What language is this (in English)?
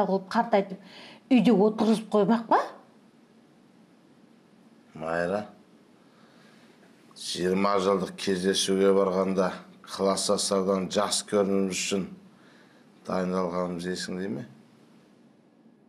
Kazakh